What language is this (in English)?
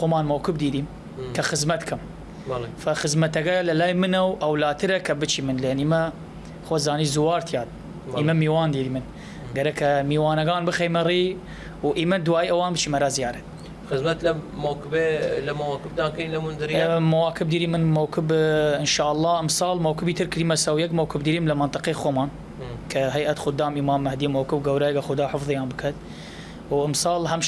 Southern Kurdish